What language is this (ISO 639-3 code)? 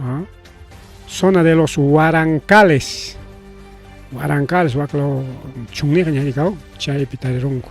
quy